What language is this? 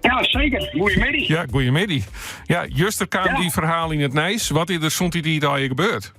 Western Frisian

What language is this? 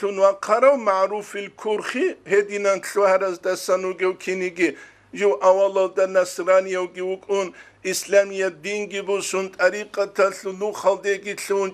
Avaric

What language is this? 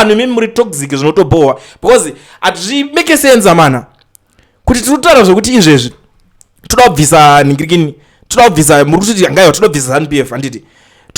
Shona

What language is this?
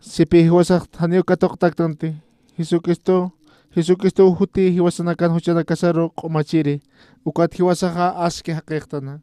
Aymara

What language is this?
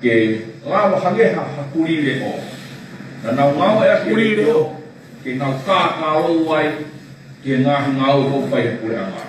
Tongan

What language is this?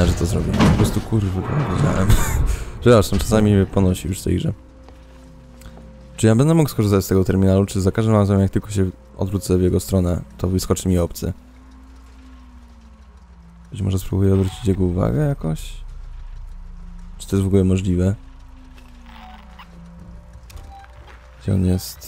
Polish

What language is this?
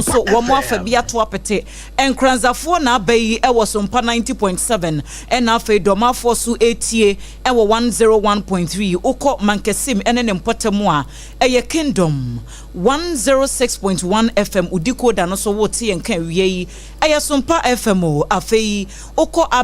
Akan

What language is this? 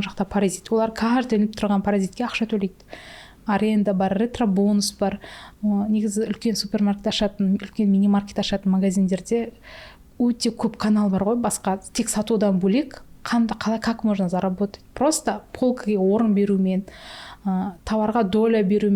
Kazakh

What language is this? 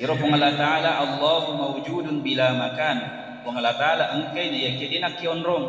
Buginese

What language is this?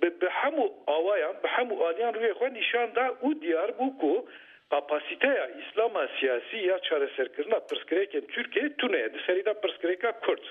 Kurdish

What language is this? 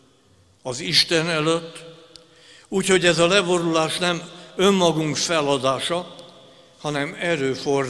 Hungarian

